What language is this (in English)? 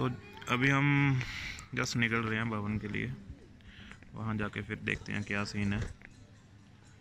Hindi